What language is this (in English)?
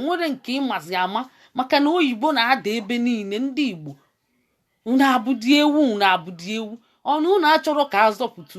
Igbo